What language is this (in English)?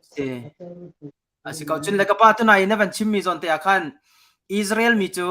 Hakha Chin